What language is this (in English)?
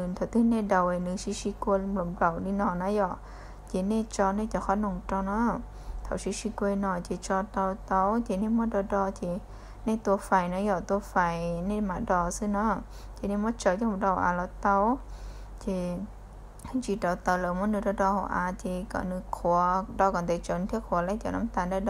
Hmong